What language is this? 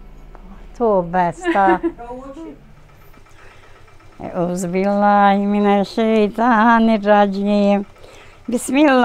Bosnian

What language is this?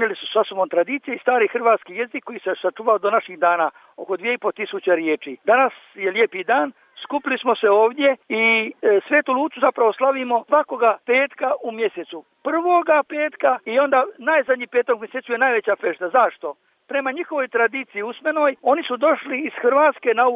Croatian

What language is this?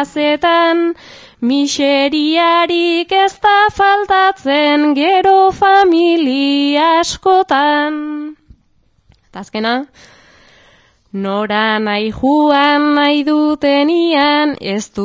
Basque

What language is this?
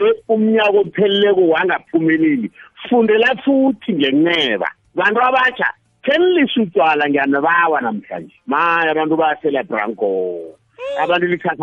South Ndebele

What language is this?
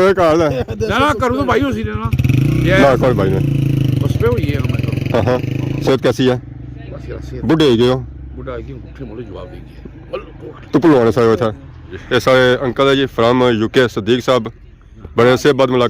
Pahari-Potwari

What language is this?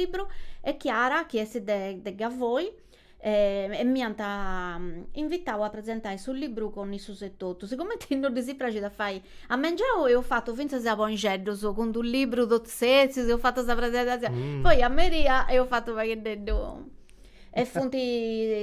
Sardinian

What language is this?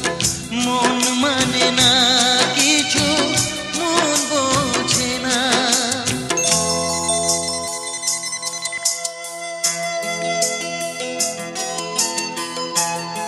Bangla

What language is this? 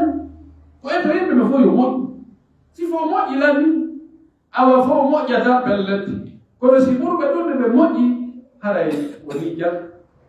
Pular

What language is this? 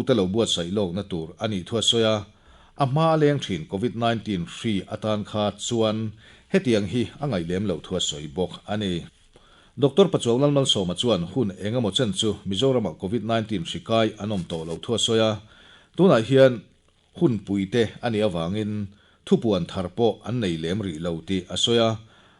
Mizo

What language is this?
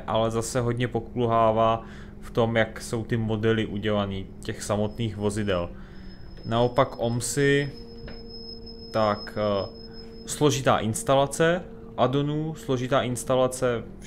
Czech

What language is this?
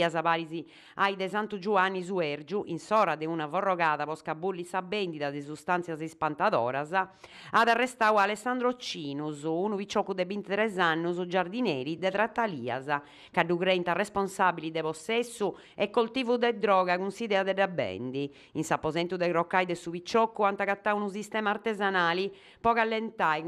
Sardinian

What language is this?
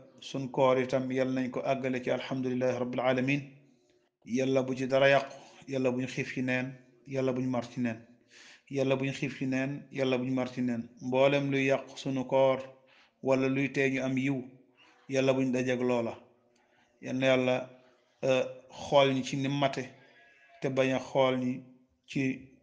Wolof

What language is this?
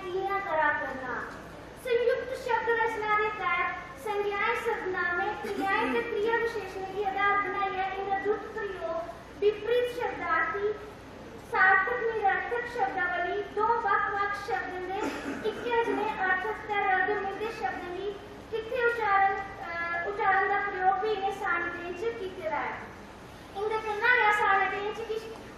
Dogri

